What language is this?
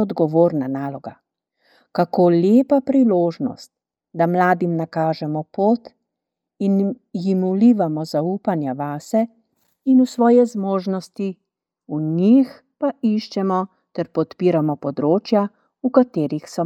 Slovenian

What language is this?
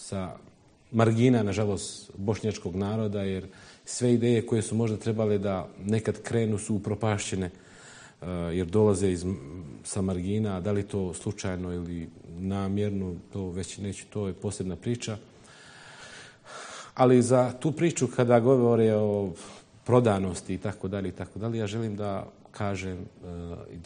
Bosnian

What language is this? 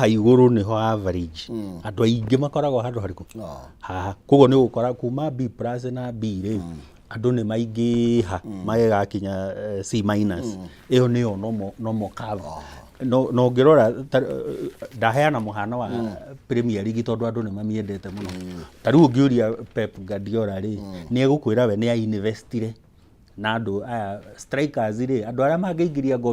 Kikuyu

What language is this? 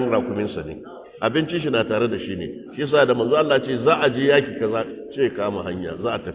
Hausa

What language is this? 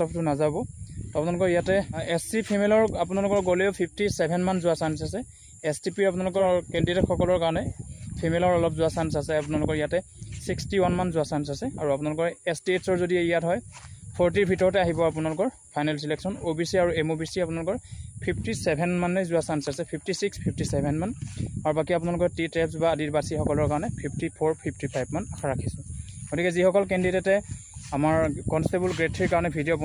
Assamese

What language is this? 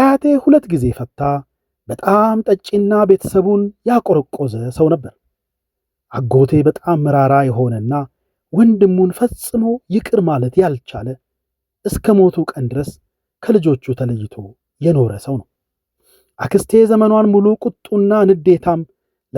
Amharic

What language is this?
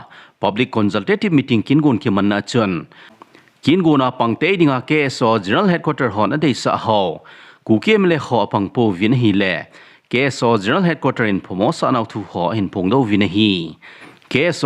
Thado Chin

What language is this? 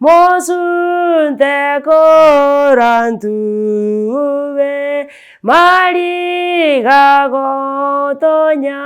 Gusii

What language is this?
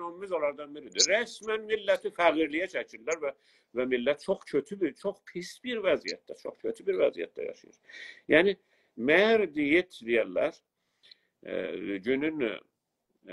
South Azerbaijani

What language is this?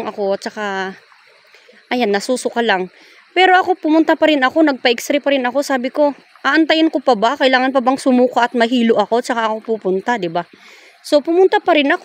Filipino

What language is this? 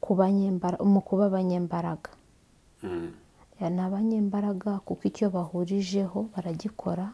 Kinyarwanda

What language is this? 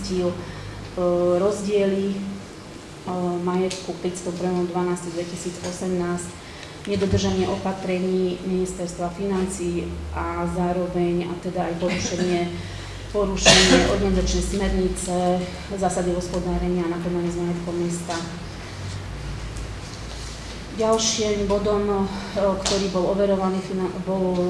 Slovak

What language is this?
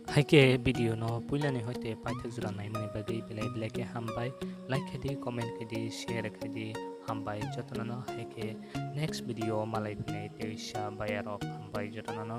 Kok Borok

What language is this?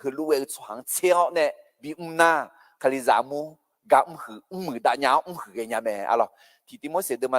Akha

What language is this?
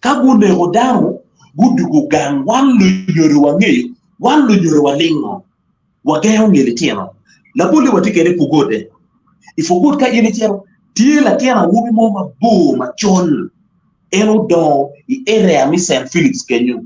Acoli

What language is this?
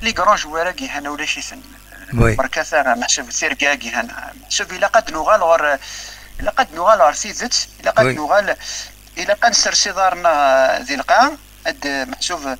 Kabyle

